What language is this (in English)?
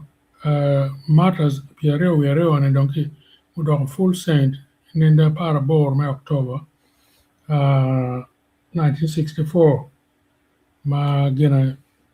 Acoli